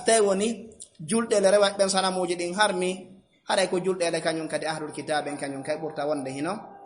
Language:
Fula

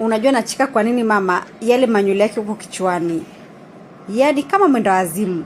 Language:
Swahili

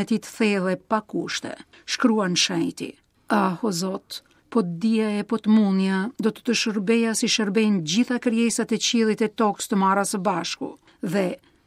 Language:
Albanian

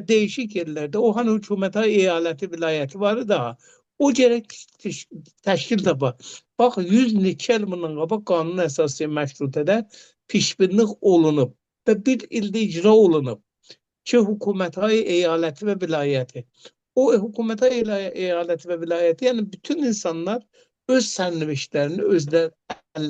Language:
Azerbaijani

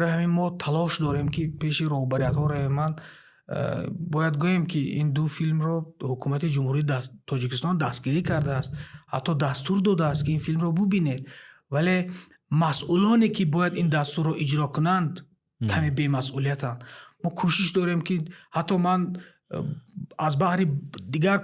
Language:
Tajik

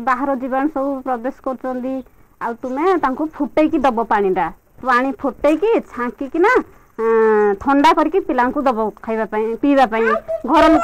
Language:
Odia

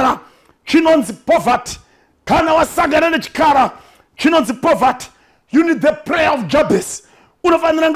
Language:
Shona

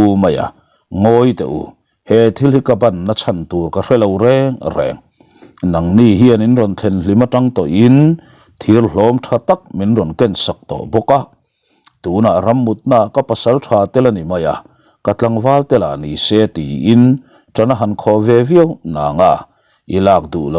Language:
Mizo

